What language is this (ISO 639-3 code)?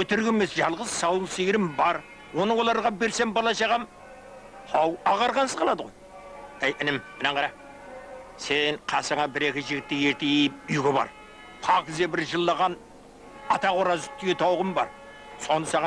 kaa